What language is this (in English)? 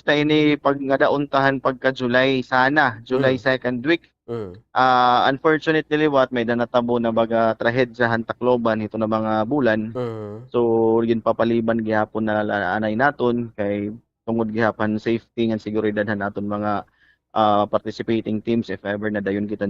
Waray